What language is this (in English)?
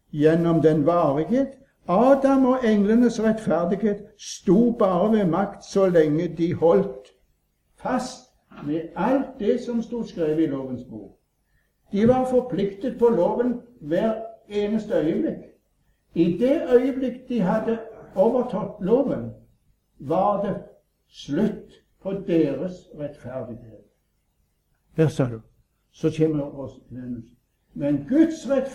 Norwegian